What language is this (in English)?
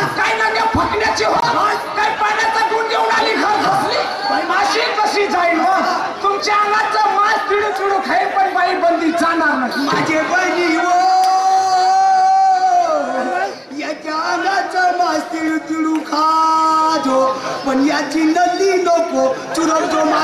Marathi